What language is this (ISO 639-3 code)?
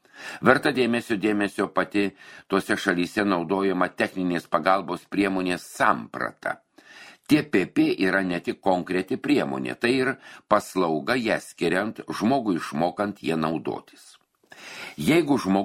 lit